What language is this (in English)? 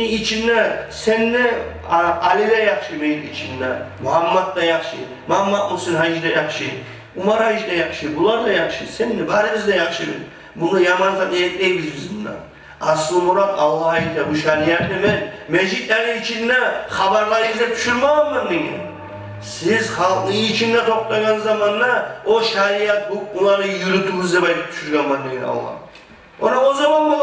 Kumyk